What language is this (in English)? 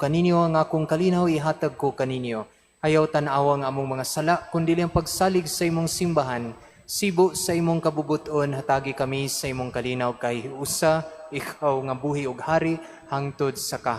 Cebuano